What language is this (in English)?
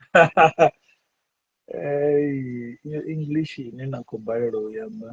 Venda